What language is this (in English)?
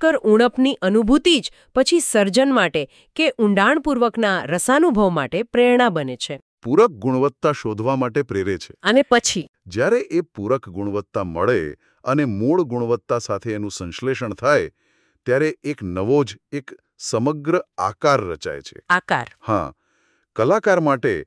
Gujarati